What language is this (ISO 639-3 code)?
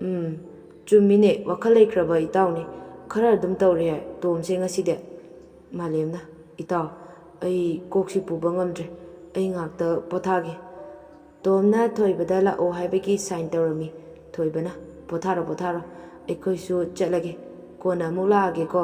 mni